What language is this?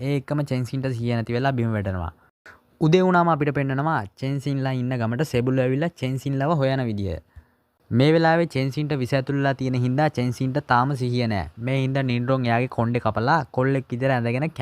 Sinhala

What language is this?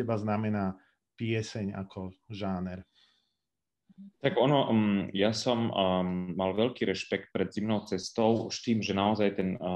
Slovak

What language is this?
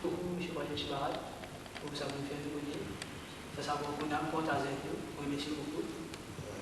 Morisyen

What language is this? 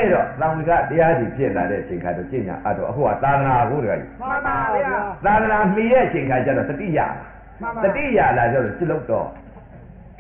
Burmese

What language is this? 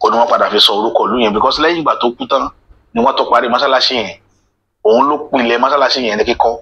Yoruba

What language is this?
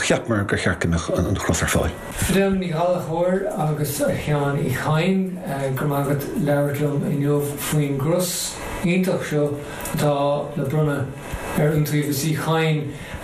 Irish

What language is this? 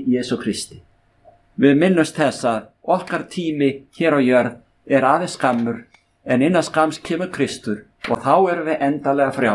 Icelandic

